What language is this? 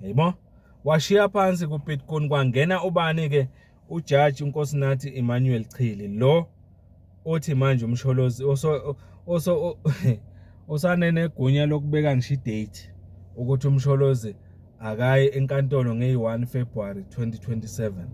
Zulu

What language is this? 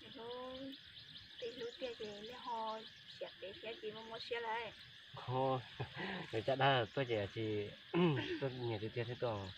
Hmong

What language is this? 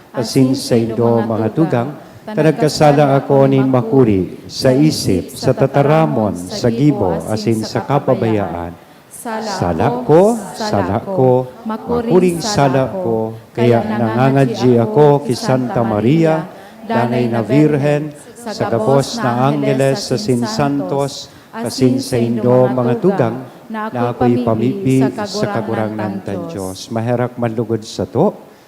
Bikol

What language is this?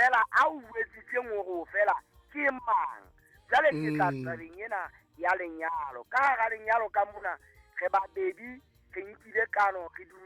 Southern Sotho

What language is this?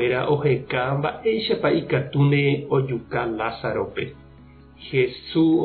Guarani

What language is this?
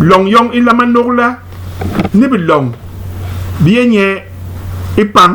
Basaa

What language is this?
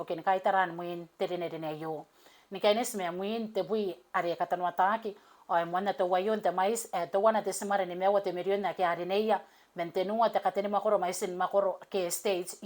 Gilbertese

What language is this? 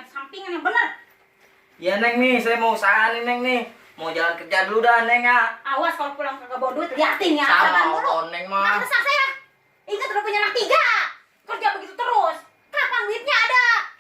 Betawi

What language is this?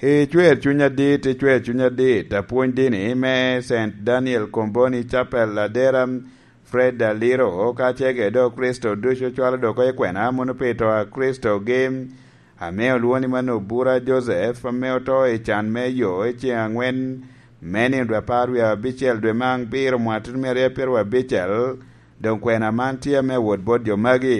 Lango (Uganda)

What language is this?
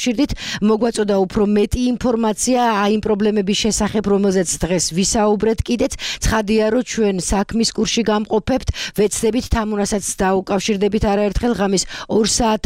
Georgian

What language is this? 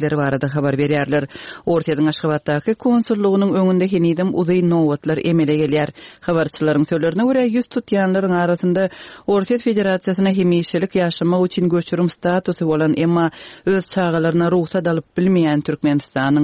Turkmen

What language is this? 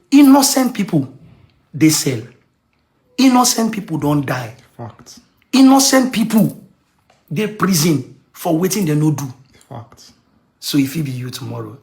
Nigerian Pidgin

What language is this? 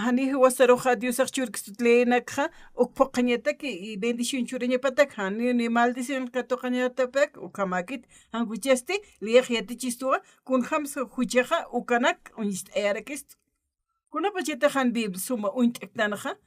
Aymara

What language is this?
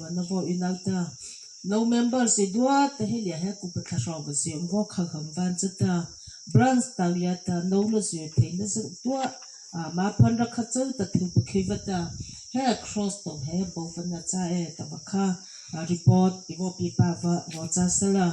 Mara Chin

